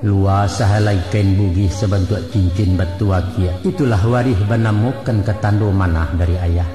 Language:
Minangkabau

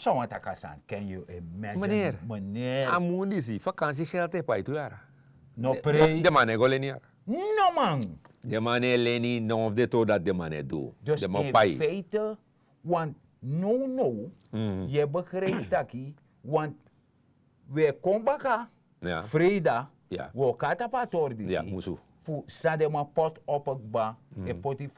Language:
Sranan Tongo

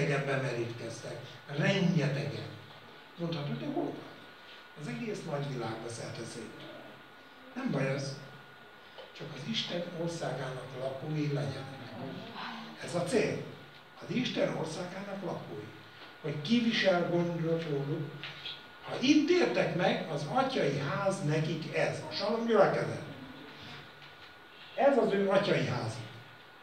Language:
Hungarian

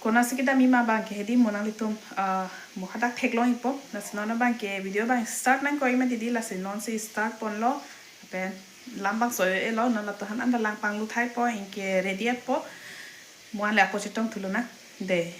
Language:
Karbi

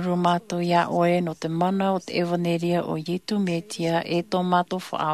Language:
Tahitian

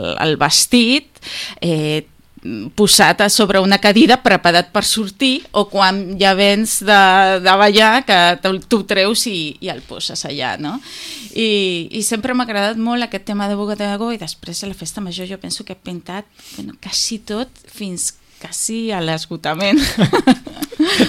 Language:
Catalan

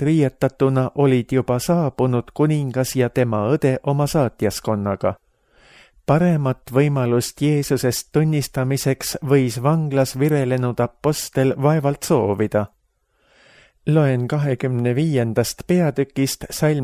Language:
Estonian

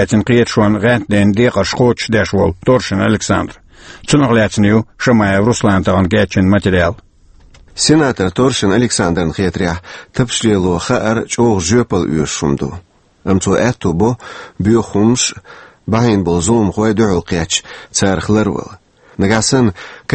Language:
Chechen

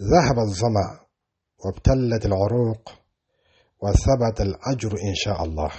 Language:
Dyula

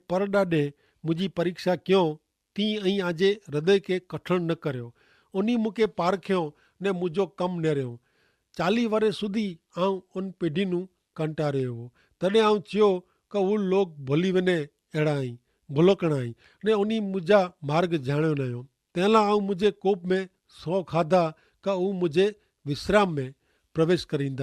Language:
Kachhi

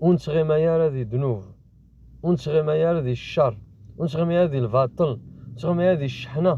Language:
Kabyle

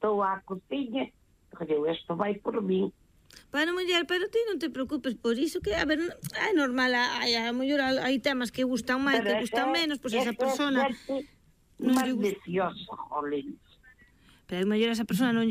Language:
Galician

